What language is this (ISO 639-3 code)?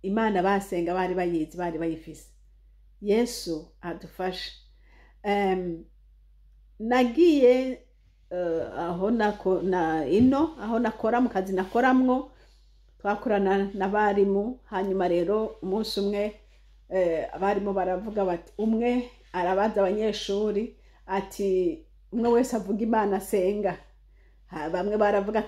run